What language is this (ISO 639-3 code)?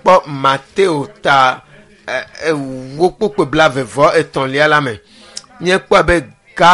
ewe